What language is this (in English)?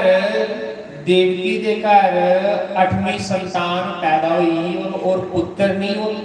Dogri